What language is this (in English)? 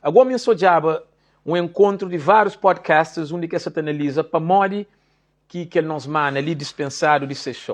Kabuverdianu